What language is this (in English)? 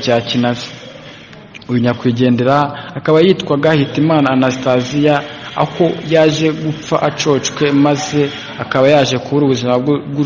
Kinyarwanda